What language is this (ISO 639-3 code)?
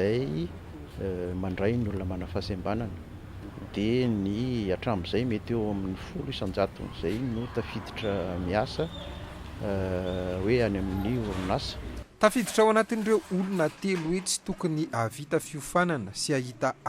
mlg